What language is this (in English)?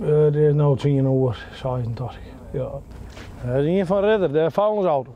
Western Frisian